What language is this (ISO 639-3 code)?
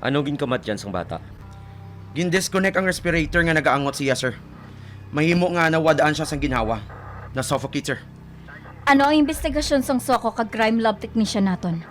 hil